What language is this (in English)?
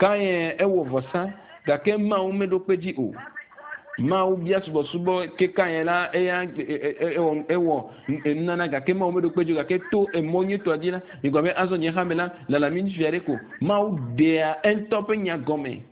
Ewe